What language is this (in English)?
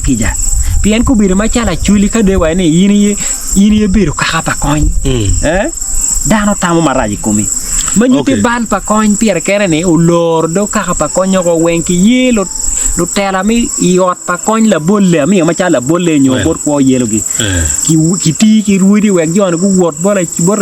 Acoli